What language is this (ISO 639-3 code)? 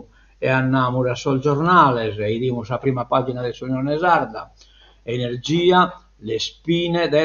srd